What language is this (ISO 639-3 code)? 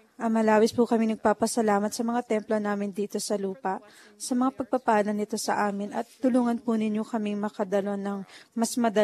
fil